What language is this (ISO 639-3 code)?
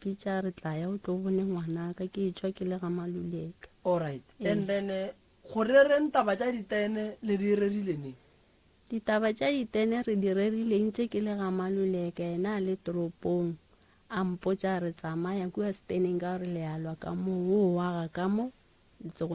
nso